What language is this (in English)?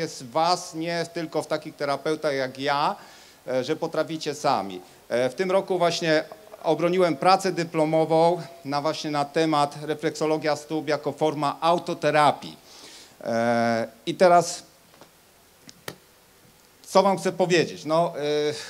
Polish